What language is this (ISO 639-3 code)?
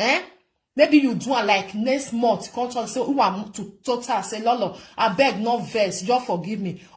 pcm